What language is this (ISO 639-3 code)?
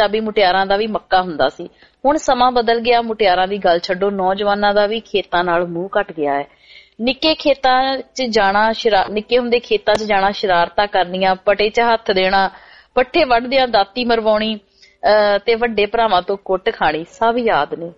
pan